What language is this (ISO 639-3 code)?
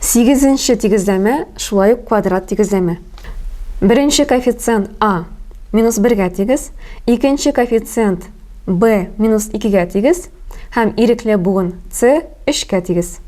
tat